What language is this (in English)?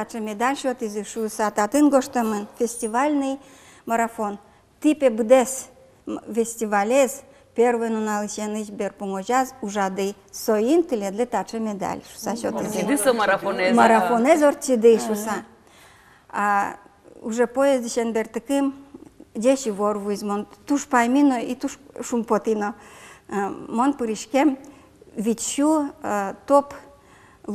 Udmurt